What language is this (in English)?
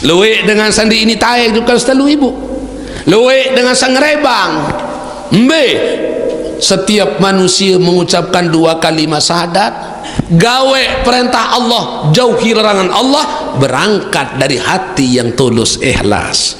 Sasak